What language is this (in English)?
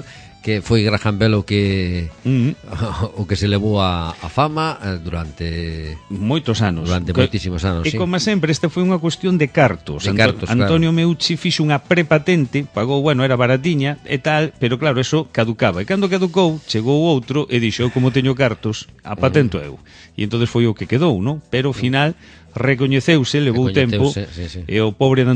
Galician